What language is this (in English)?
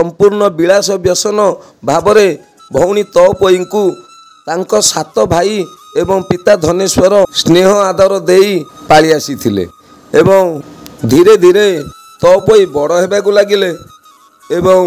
Odia